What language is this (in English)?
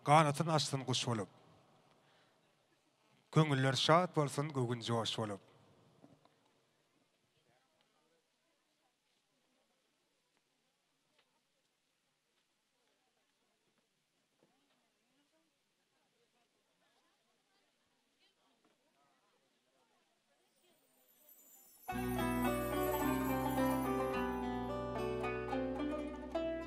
Turkmen